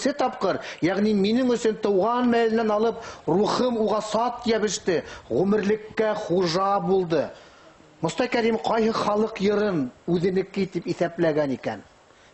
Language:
Bashkir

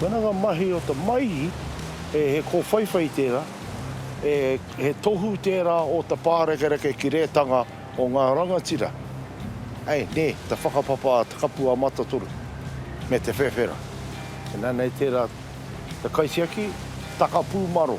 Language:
Māori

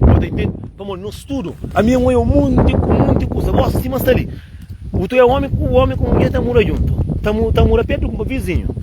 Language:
Kabuverdianu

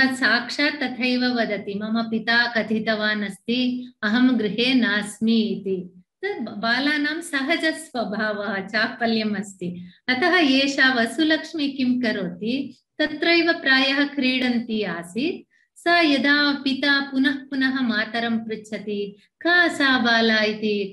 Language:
Sanskrit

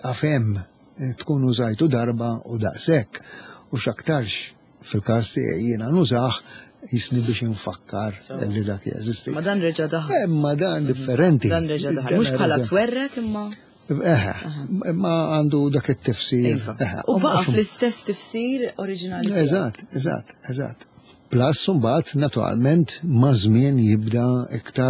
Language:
Maltese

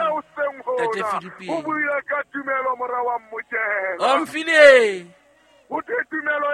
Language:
Southern Sotho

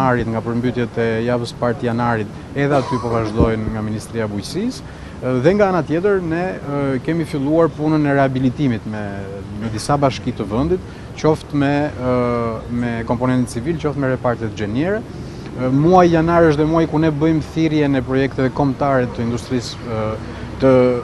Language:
Albanian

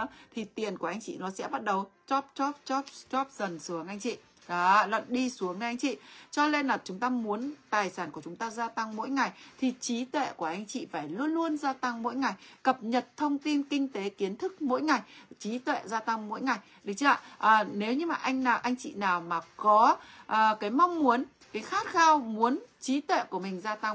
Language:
Vietnamese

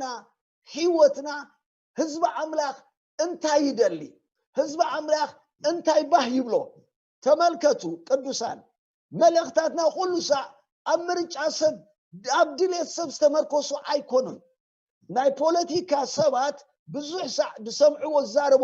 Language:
Tigrinya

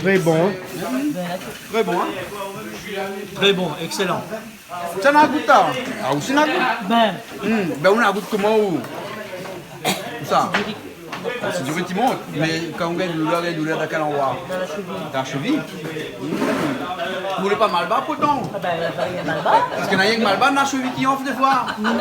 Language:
Réunion Creole French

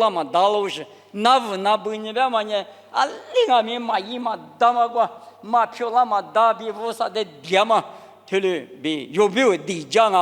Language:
Lisu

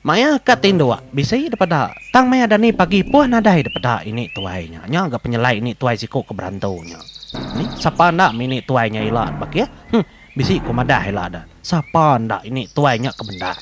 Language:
Iban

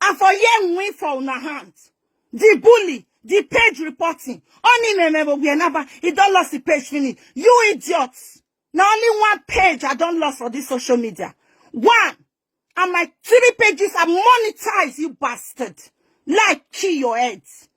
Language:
Nigerian Pidgin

